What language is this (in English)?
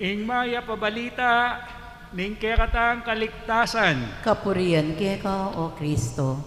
Pampanga